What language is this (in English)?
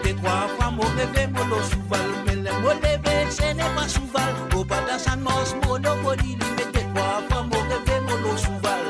Morisyen